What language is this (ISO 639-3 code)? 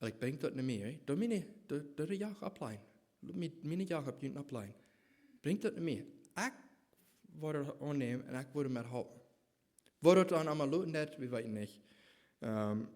pdt